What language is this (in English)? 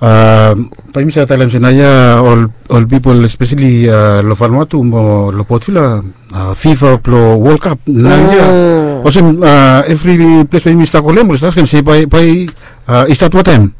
Bislama